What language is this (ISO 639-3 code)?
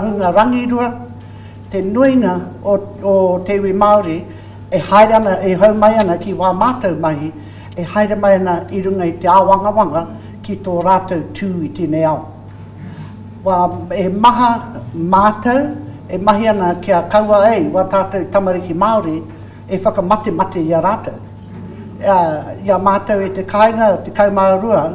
mri